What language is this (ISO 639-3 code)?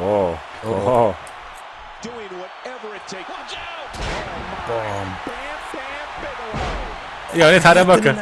gsw